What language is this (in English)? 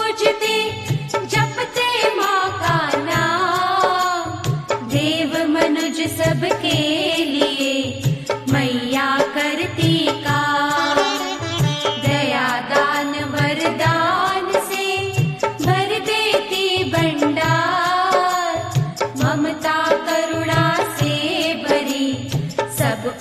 Hindi